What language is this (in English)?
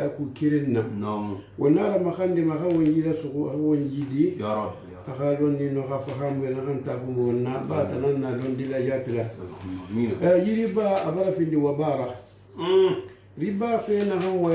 Susu